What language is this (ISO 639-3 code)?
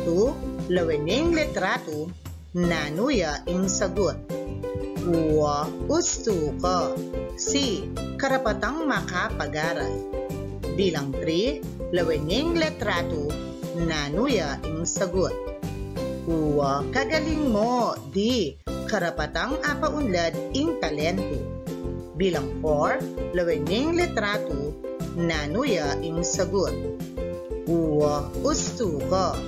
pam